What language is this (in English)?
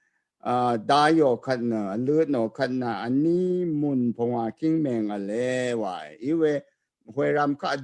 Rawang